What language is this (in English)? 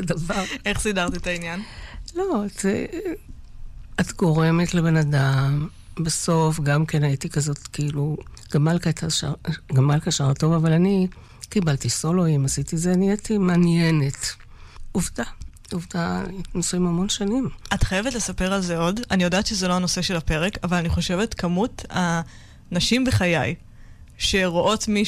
Hebrew